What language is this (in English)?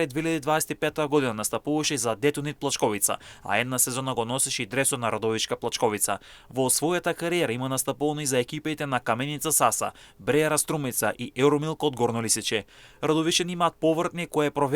Macedonian